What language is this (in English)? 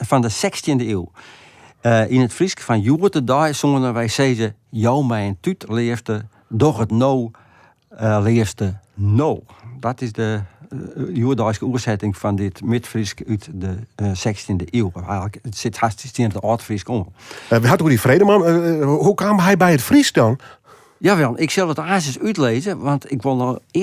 Western Frisian